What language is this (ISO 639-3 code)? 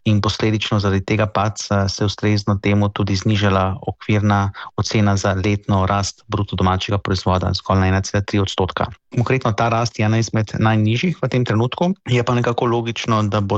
slv